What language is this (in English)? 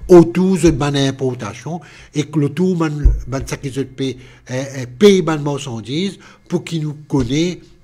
Morisyen